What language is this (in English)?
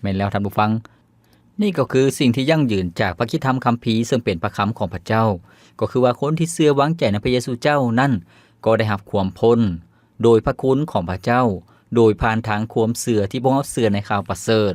Lao